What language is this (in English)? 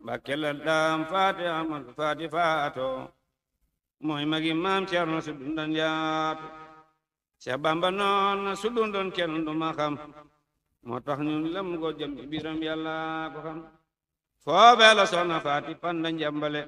Wolof